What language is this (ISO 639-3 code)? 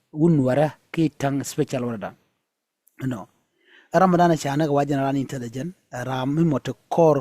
nus